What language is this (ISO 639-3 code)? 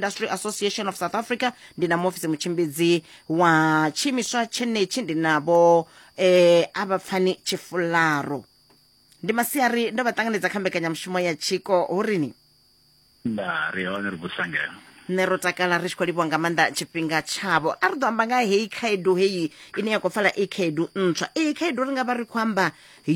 ven